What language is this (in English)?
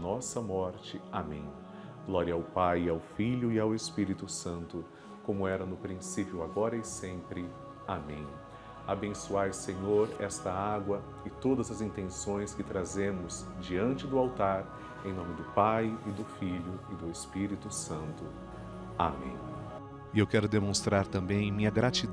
Portuguese